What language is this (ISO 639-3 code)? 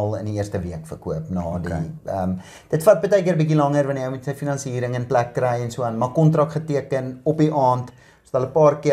afr